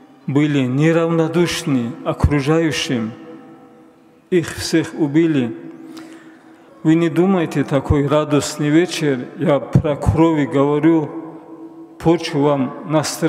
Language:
Russian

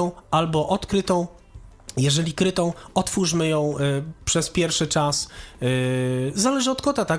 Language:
Polish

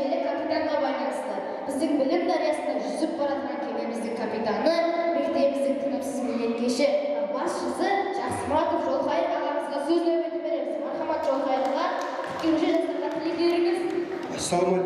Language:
Kara-Kalpak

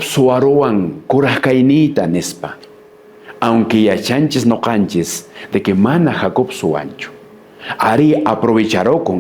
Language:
Quechua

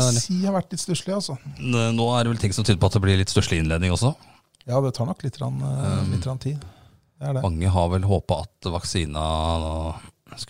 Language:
Norwegian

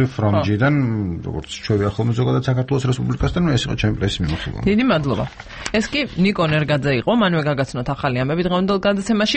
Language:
Georgian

